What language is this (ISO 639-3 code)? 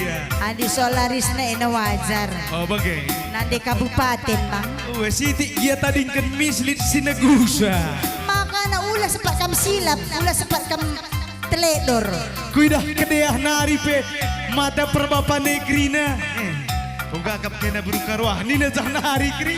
btx